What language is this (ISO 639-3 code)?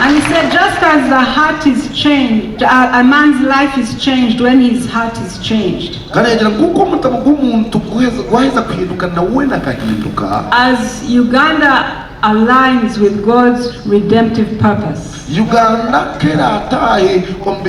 nyn